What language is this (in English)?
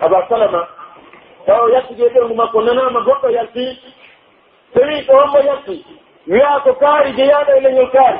Pular